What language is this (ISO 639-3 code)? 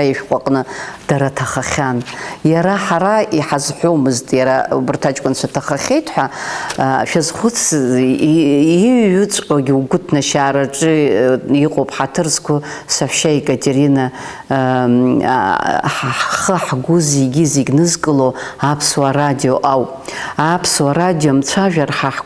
abk